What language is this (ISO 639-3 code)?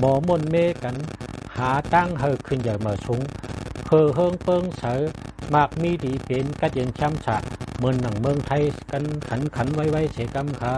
shn